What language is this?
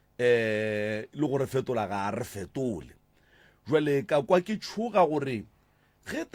Northern Sotho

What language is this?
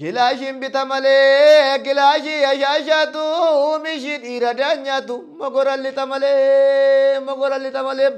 Oromo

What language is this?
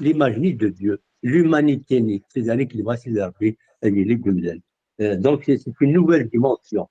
Kabyle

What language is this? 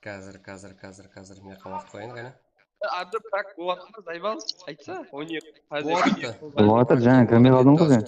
Kara-Kalpak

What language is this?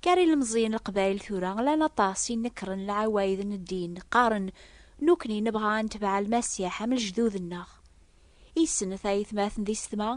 Kabyle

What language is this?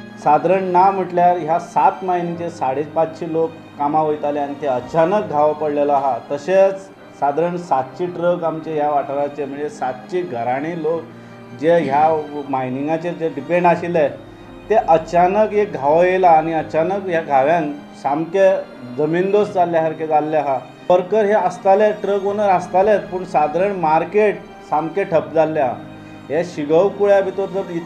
Konkani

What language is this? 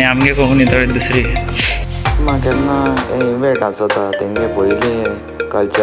Konkani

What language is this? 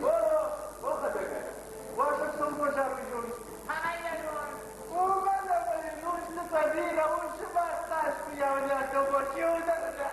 Ossetic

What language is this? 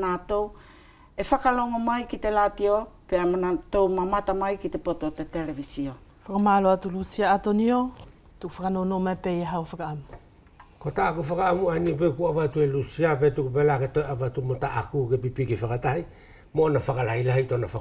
Wallisian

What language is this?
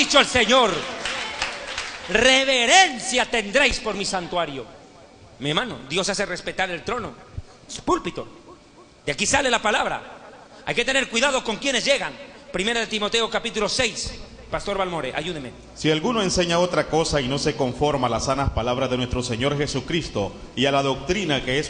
Spanish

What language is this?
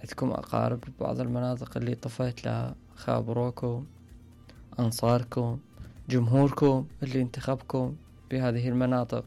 Mesopotamian Arabic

